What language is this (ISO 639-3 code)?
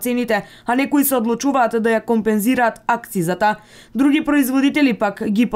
mkd